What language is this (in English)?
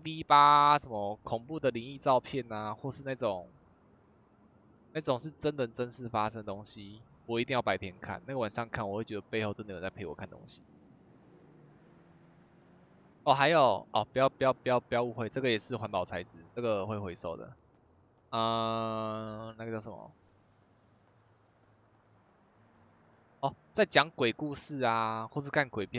Chinese